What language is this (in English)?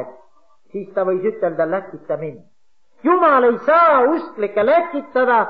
Estonian